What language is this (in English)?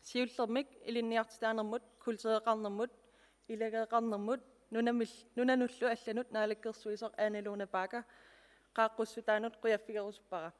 Kalaallisut